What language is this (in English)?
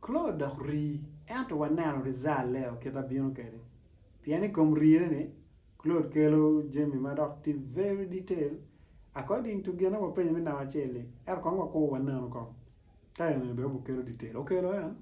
Acoli